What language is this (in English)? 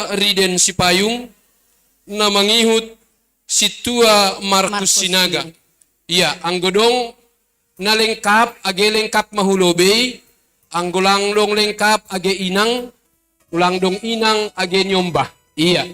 Batak Simalungun